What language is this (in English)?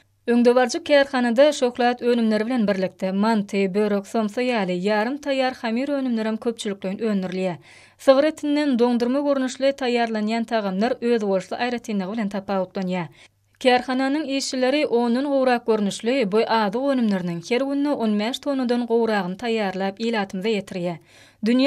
Turkmen